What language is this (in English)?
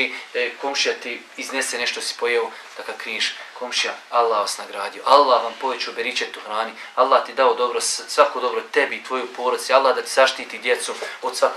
Bosnian